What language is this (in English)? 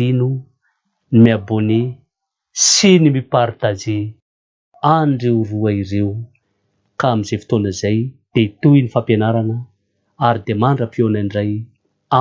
Malagasy